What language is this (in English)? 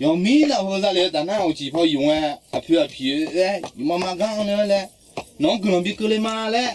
Akha